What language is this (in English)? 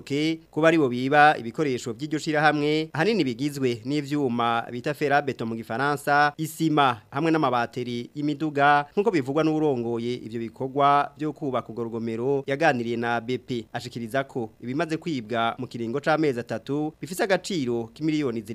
Rundi